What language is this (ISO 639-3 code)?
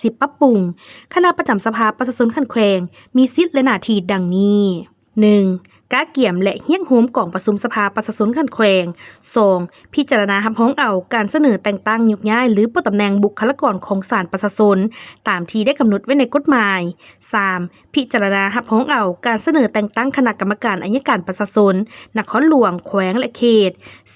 lao